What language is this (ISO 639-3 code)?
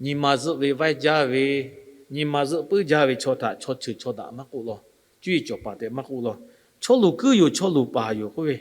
lhu